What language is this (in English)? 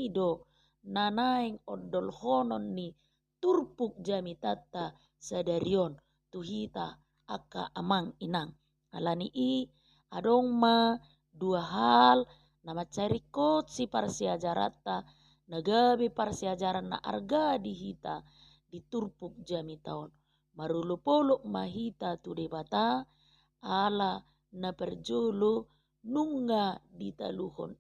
Batak Toba